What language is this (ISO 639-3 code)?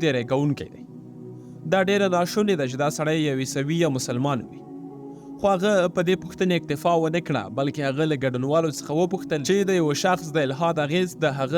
pus